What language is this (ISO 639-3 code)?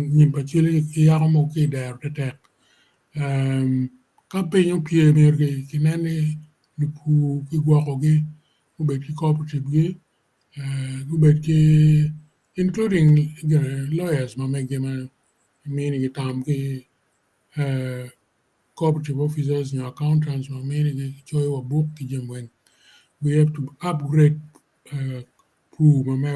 ach